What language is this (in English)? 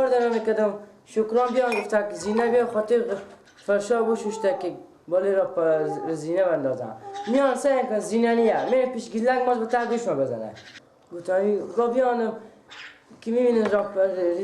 Persian